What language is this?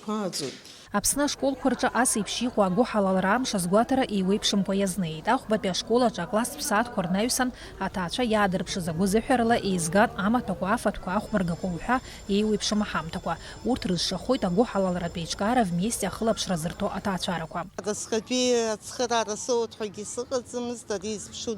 Abkhazian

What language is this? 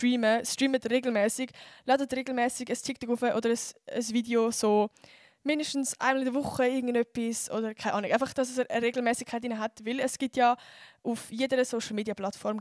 Swiss German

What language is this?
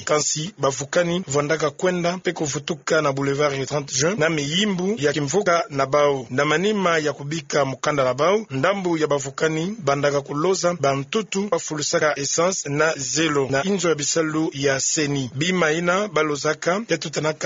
Kituba (Democratic Republic of Congo)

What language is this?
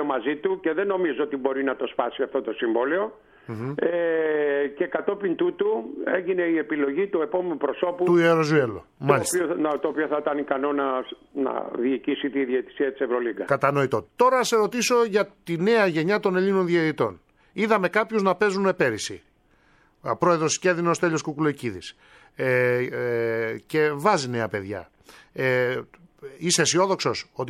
Greek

